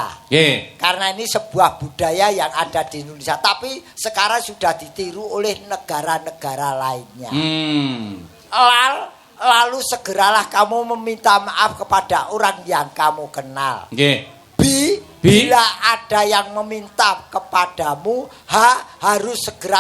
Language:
Javanese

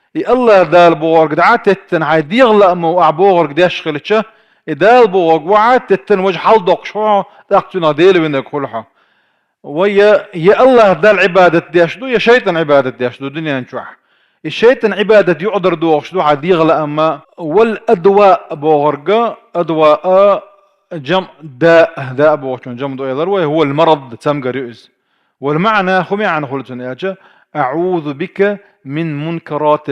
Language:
Chechen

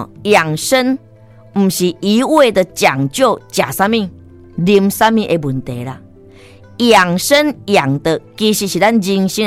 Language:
Min Nan Chinese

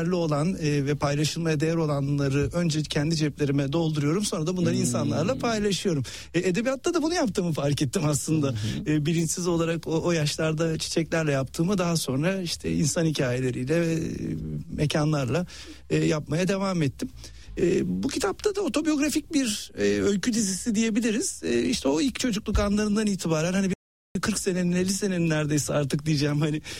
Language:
Turkish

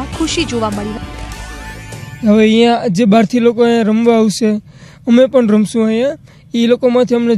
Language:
Gujarati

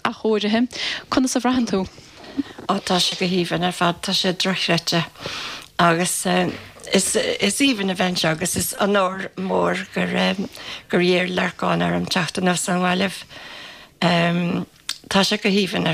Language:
Irish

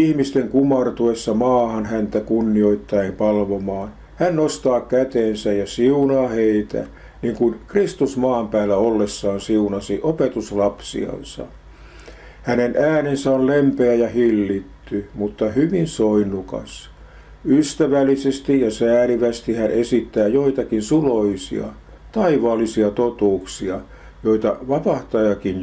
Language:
Finnish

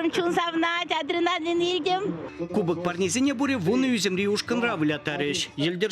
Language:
Chuvash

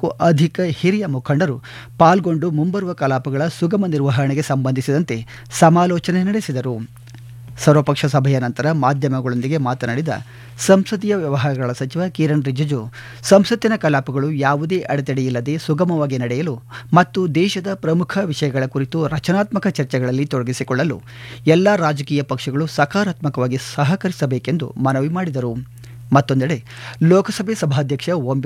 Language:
Kannada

